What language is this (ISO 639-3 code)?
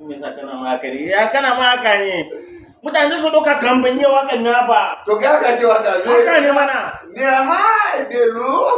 hau